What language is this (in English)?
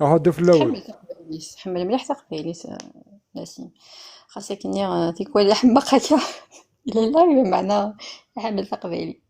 Kabyle